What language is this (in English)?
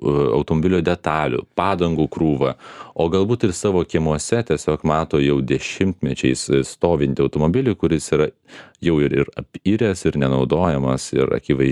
Lithuanian